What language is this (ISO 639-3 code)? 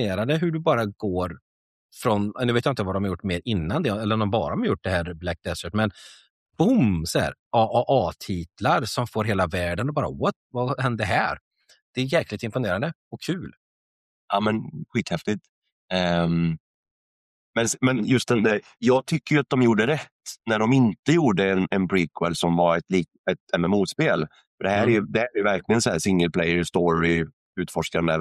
swe